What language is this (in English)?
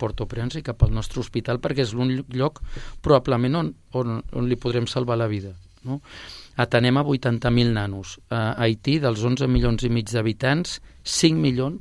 Catalan